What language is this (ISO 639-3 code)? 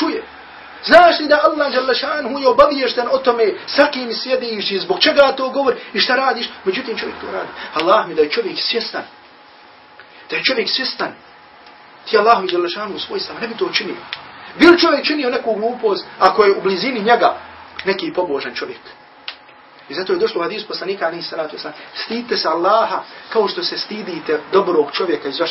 bos